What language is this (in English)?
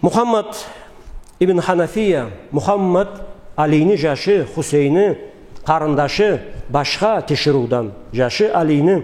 Karachay-Balkar